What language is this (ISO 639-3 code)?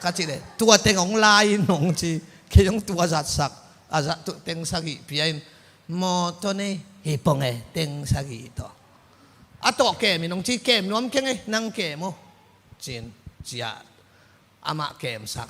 ctd